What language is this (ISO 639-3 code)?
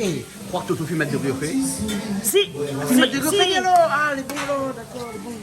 rcf